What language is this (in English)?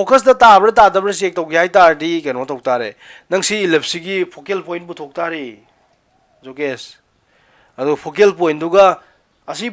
Manipuri